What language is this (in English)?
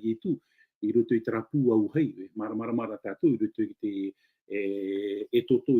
Tahitian